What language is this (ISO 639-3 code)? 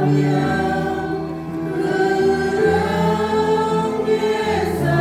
cmo